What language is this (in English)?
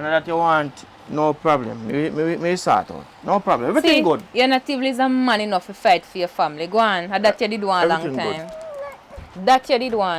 Jamaican Creole English